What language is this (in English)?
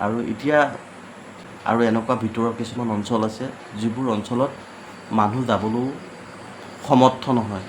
Assamese